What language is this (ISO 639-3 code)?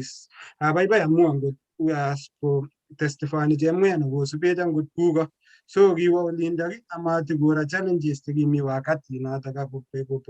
kln